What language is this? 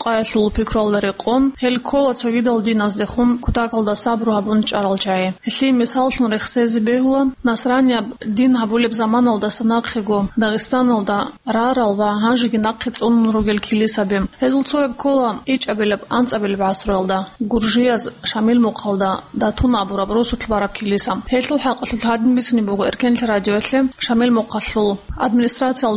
Avaric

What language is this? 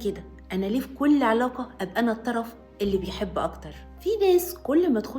Egyptian Arabic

